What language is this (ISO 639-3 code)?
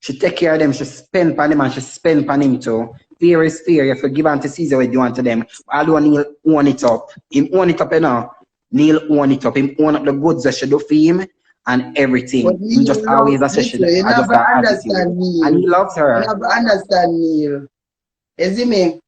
jam